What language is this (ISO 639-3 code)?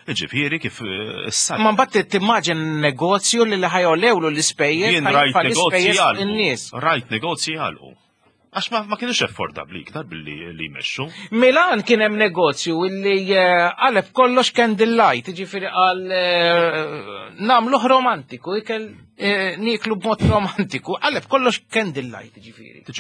mlt